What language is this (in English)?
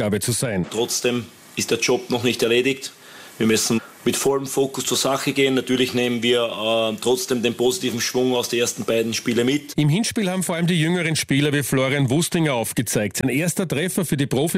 German